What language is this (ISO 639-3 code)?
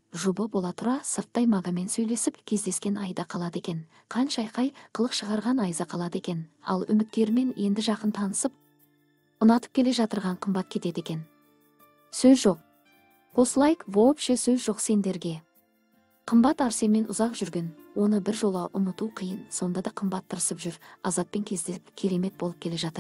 kaz